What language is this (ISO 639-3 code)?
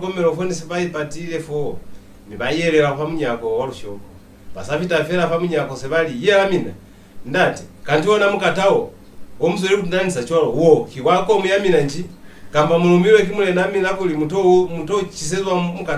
loz